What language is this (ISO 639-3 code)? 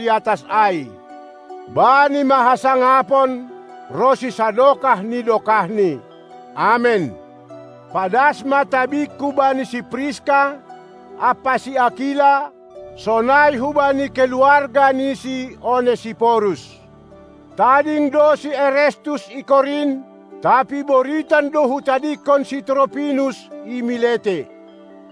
bts